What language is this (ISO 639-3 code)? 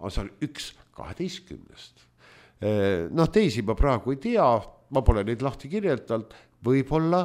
est